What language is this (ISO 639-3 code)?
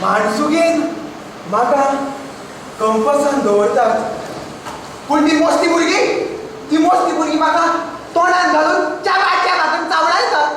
kok